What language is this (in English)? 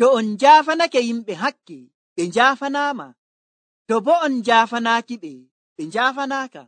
Nigerian Fulfulde